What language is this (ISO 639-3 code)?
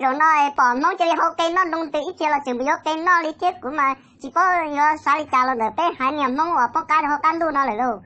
hmn